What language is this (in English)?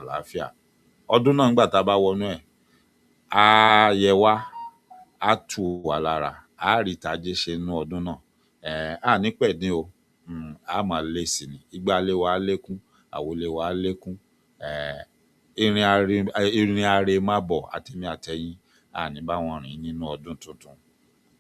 Yoruba